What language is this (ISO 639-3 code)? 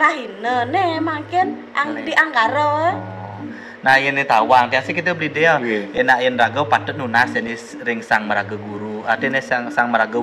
ban